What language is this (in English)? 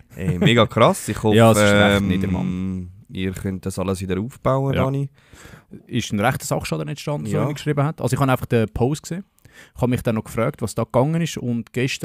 Swiss German